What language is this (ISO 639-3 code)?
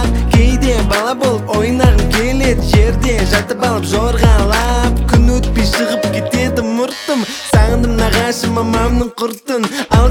kaz